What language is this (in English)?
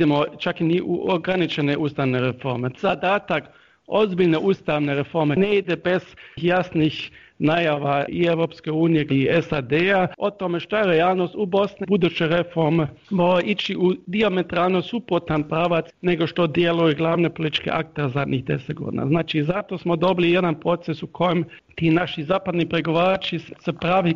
Bosnian